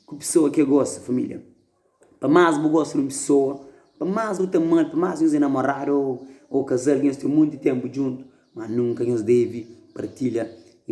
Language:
Kabuverdianu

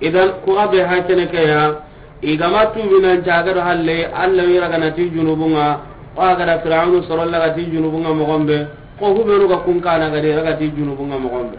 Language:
Soninke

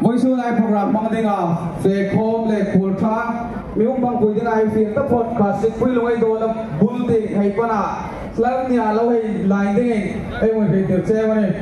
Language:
Hmar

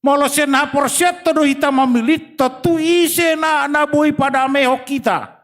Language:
Batak Toba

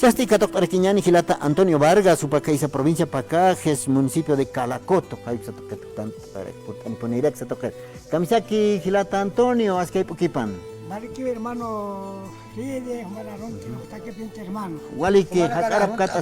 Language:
Aymara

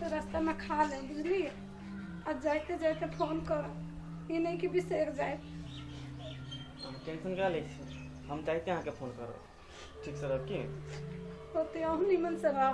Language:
Maithili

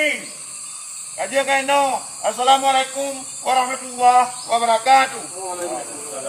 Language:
Achinese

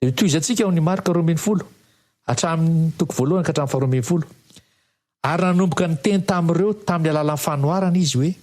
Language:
Malagasy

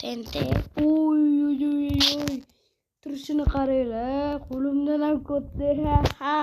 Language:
Uzbek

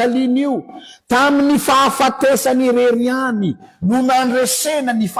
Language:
Malagasy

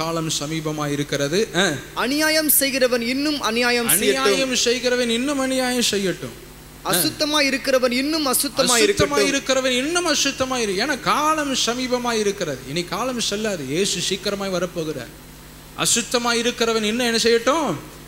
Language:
Tamil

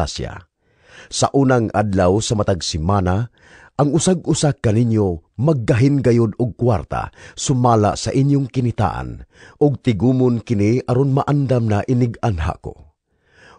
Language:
Cebuano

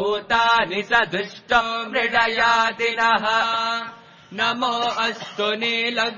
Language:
Sanskrit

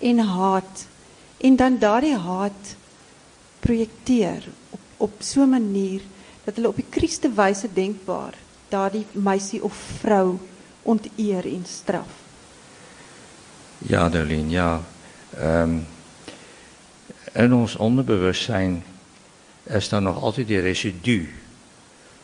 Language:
Afrikaans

